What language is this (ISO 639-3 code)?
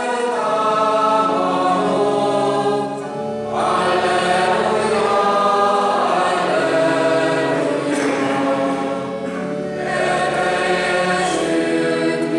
hun